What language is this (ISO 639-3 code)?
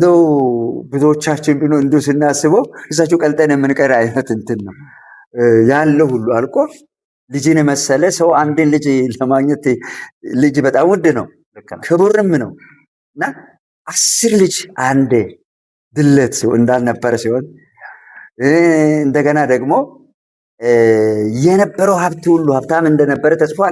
amh